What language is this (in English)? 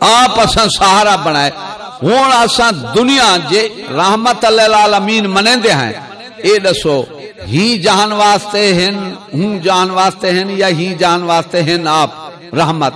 Saraiki